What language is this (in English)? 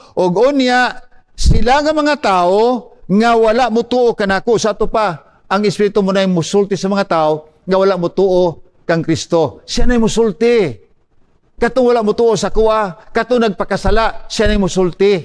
Cebuano